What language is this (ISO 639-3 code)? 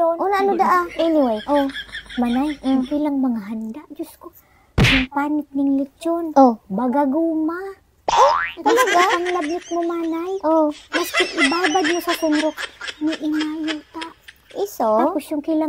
bik